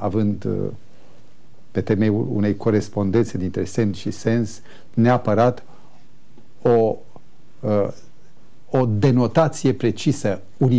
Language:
Romanian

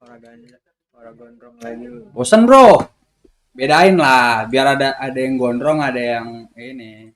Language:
Betawi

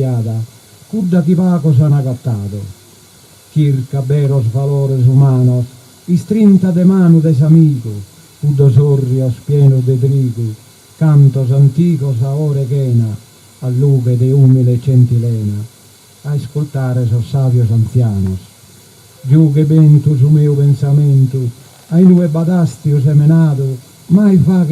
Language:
Sardinian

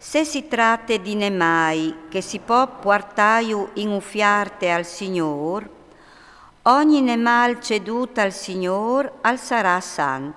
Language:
Friulian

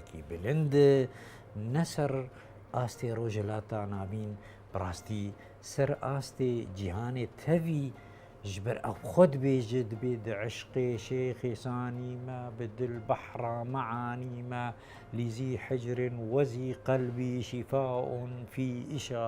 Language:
Kurdish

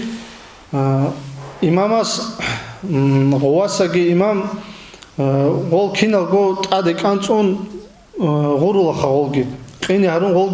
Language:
Avaric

